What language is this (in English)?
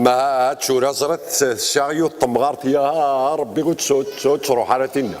Kabyle